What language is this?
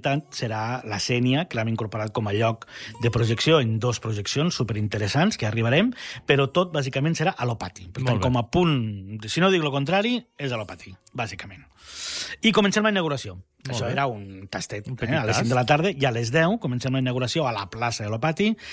Catalan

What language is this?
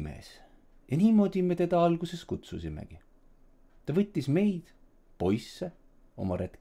Estonian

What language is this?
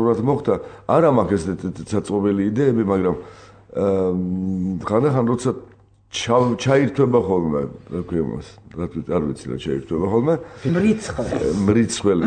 Georgian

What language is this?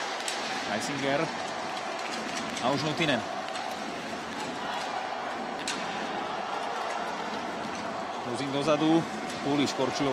Slovak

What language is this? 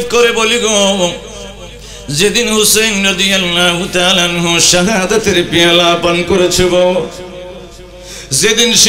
Bangla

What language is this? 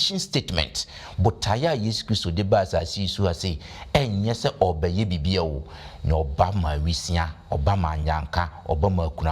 Akan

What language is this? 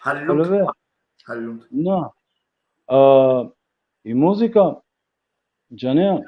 Balkan Romani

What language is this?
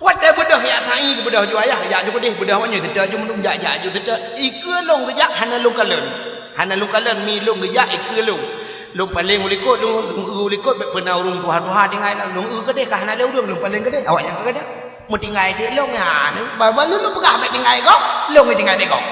Achinese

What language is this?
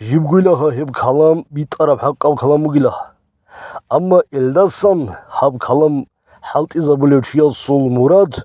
Avaric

